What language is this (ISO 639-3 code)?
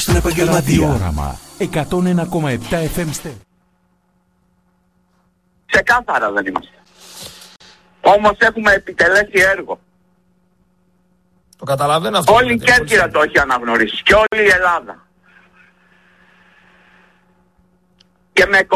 ell